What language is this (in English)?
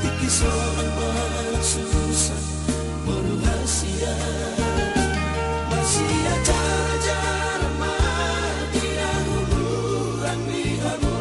Batak Toba